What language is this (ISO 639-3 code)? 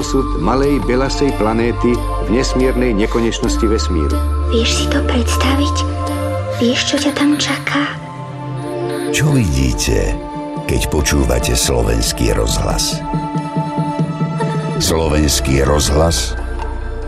slk